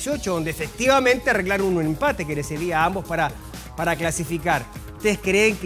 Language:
Spanish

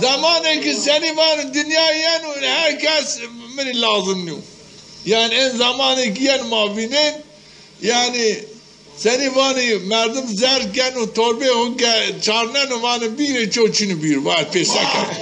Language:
Zaza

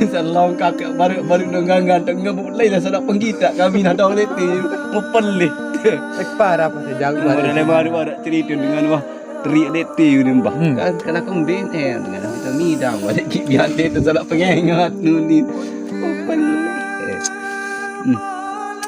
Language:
Sasak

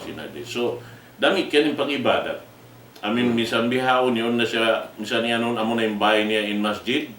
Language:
Tausug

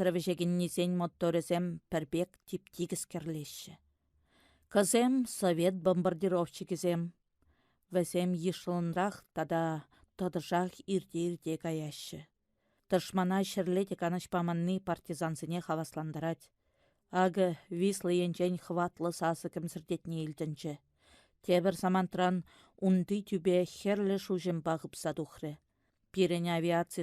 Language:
Chuvash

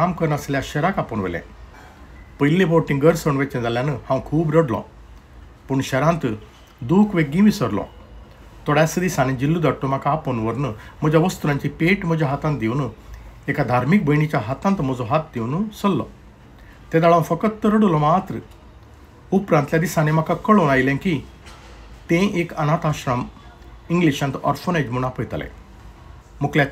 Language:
Konkani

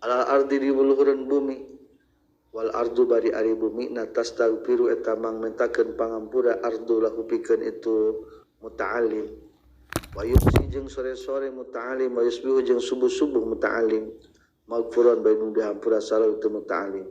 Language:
Sundanese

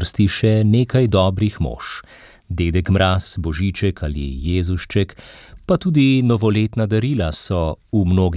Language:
Slovenian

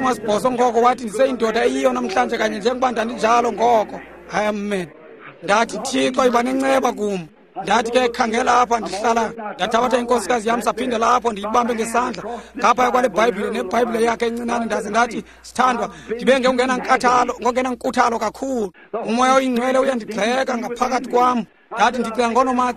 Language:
Xhosa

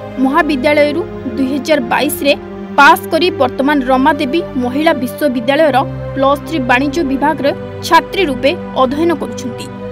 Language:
Odia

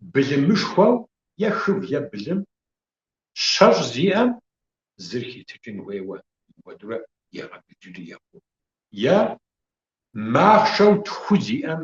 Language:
Kabardian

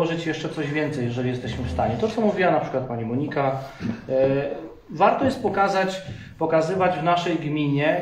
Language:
Polish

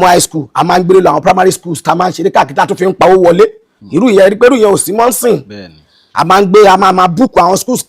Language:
Yoruba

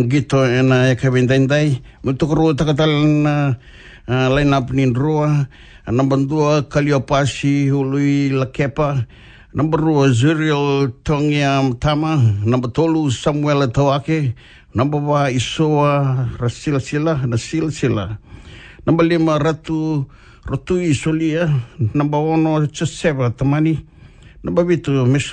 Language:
Fijian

